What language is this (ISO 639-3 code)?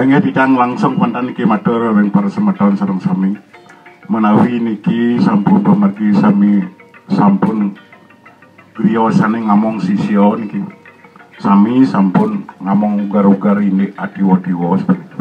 ban